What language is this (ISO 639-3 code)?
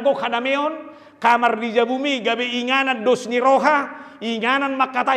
bbc